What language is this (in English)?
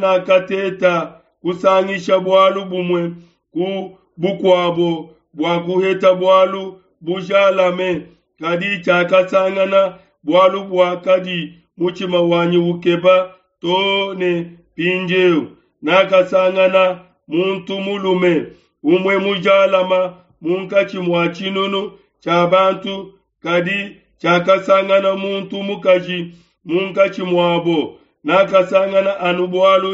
Luba-Lulua